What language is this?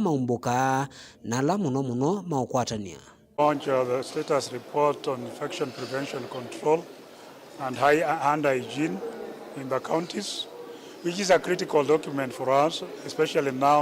Kamba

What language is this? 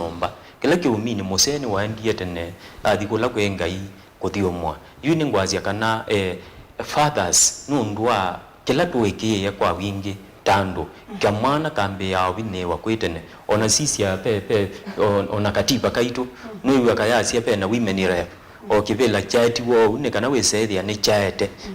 Kamba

